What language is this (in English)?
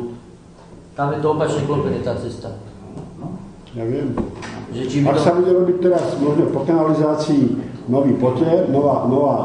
Slovak